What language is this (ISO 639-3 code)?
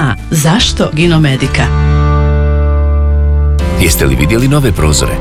bos